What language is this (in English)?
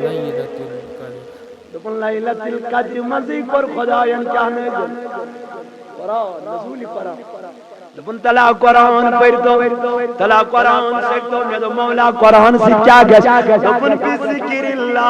Kashmiri